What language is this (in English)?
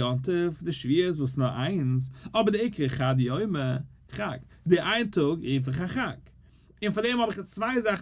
Yiddish